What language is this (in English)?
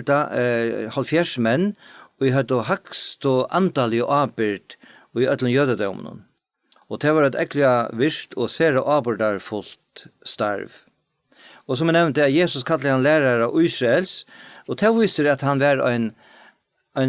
Faroese